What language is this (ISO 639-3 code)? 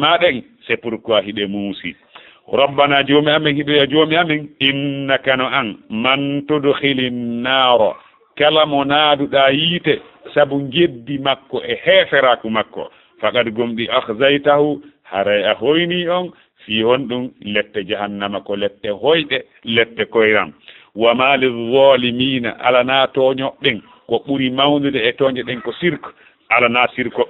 ful